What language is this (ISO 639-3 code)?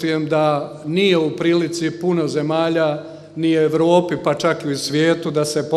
bos